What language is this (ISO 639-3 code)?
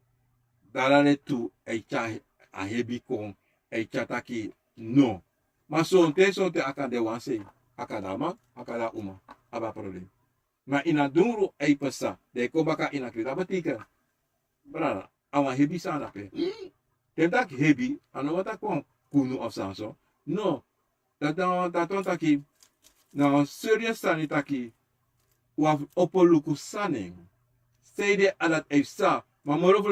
srn